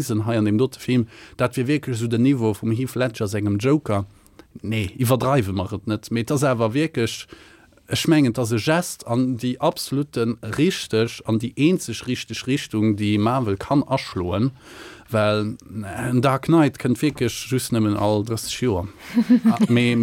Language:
Luxembourgish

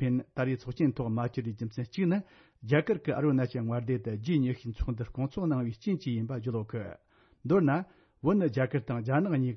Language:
Tibetan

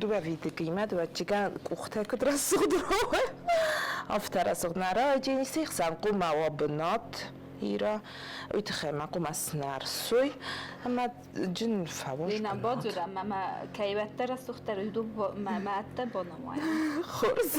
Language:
Ossetic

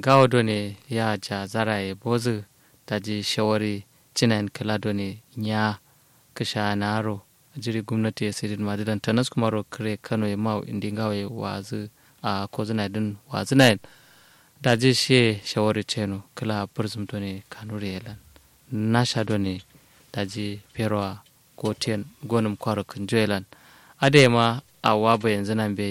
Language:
Kanuri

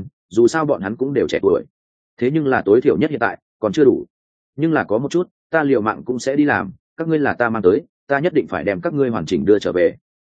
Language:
Vietnamese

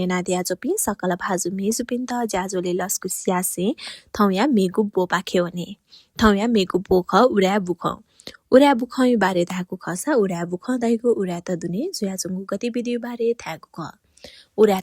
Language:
Newari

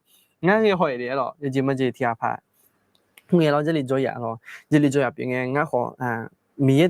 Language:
Akha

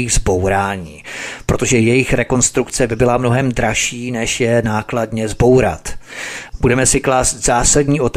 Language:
Czech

